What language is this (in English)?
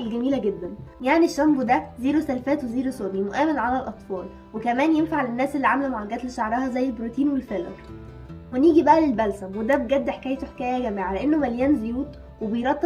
Egyptian Arabic